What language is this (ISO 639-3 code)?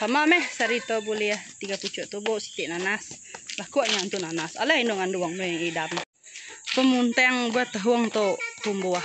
iba